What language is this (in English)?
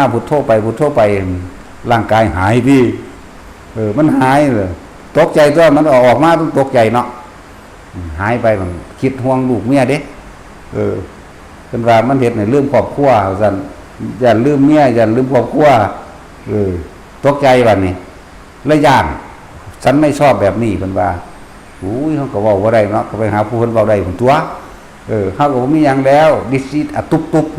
Northeastern Thai